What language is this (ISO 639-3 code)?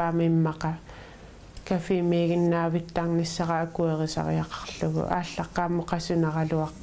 kal